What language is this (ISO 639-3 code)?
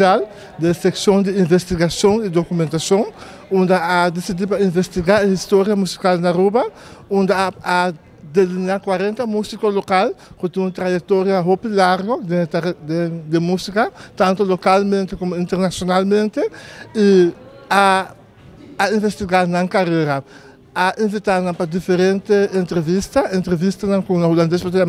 pap